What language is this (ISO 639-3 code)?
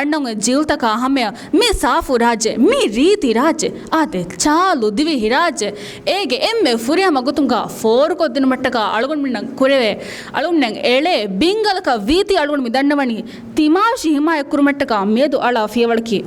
div